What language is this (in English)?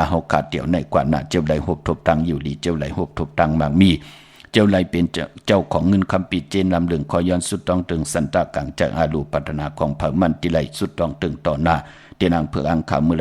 Shan